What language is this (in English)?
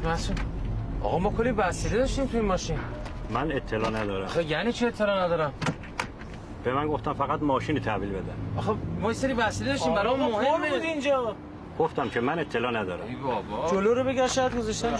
Persian